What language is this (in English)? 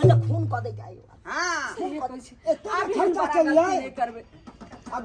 Maithili